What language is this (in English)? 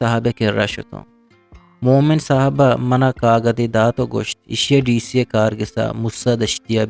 Eastern Balochi